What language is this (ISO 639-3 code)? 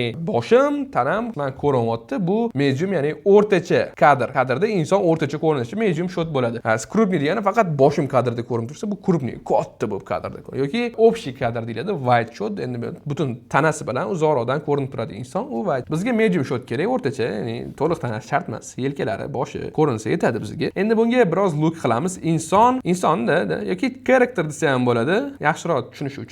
uzb